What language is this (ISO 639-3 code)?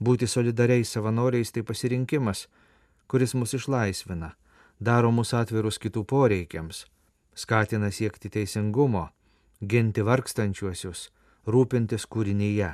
lit